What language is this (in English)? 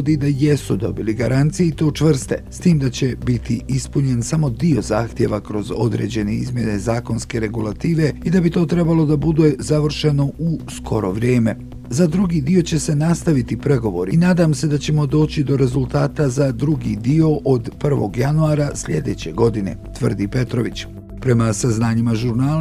Bosnian